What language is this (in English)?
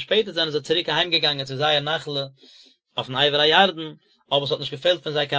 Yiddish